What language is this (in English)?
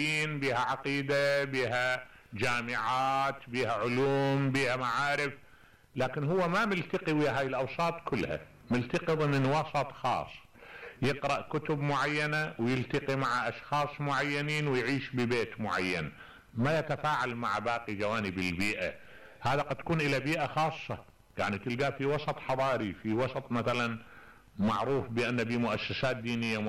Mesopotamian Arabic